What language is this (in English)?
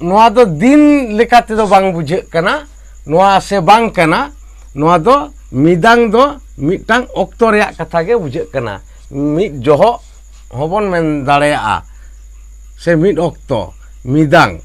Santali